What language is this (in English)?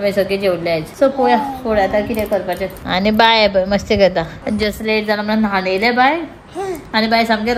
Konkani